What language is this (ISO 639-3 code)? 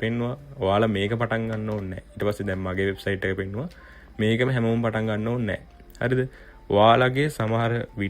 sin